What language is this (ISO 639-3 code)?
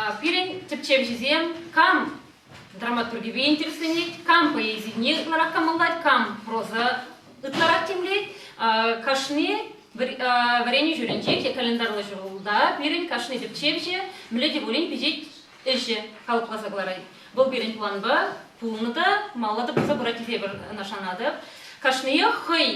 chv